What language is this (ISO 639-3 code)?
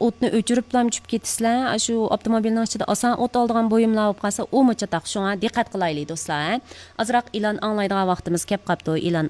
uig